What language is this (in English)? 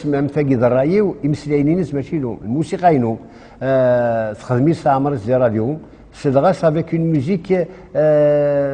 Kabyle